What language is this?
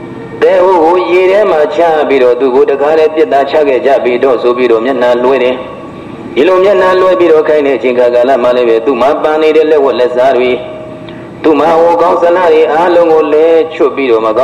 Burmese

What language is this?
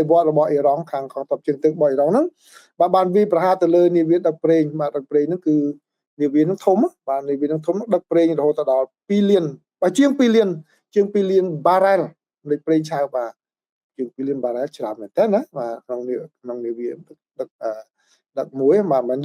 Khmer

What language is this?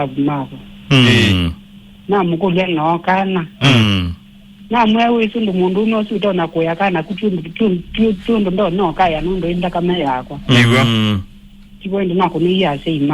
Kamba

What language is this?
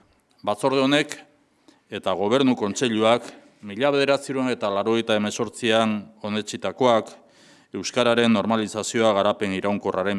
Basque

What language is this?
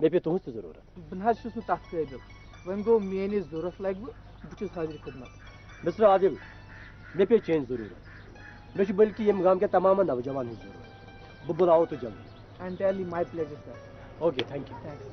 Kashmiri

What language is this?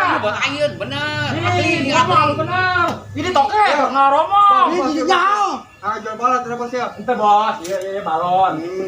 Sundanese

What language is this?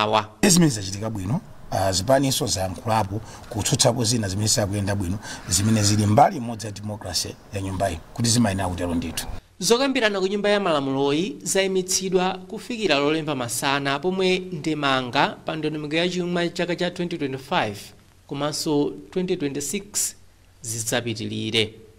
Nyanja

